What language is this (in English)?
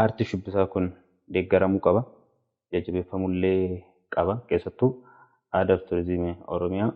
Oromo